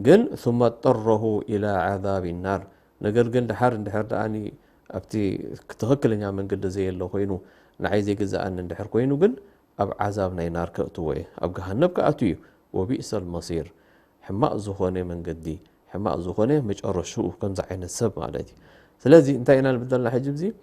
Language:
Tigrinya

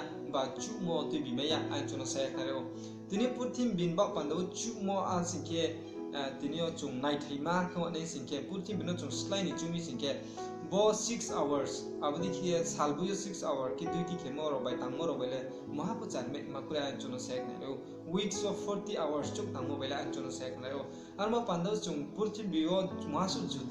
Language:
Riang (India)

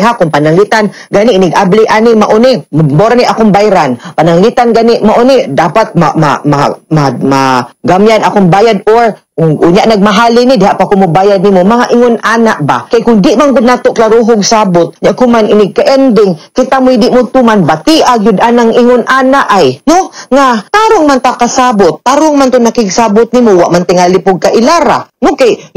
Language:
Cebuano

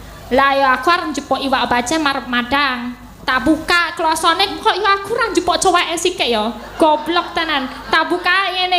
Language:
Javanese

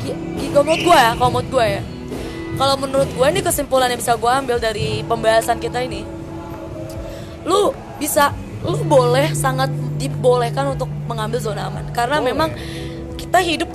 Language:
Indonesian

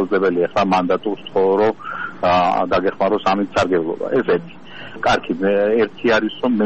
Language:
Georgian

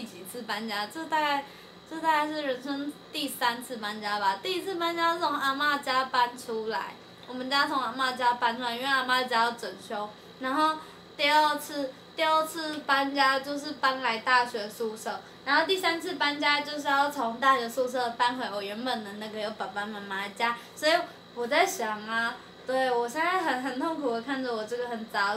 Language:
Chinese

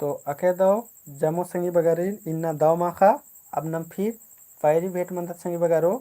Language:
Kurukh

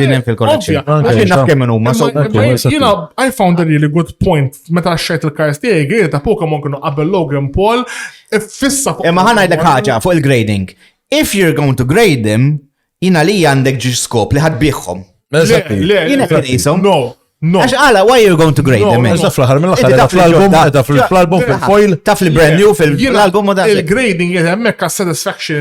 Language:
Maltese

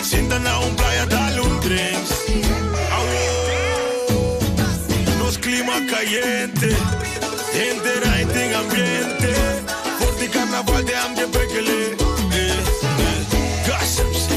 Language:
Papiamento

